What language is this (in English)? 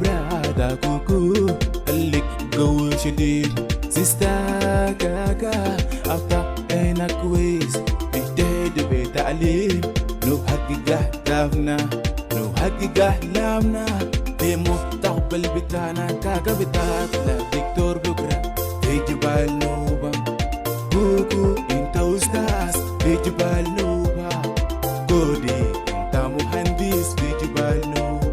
Moro